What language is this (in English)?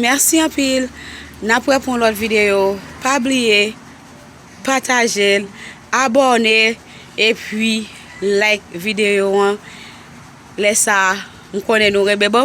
Haitian Creole